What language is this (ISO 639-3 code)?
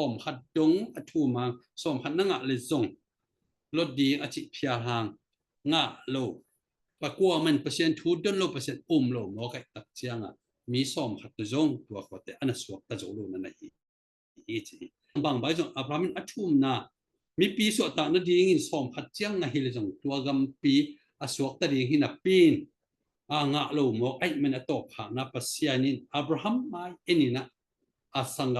ctd